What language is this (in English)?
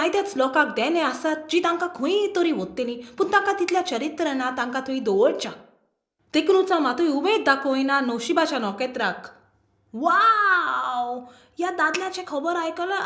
Konkani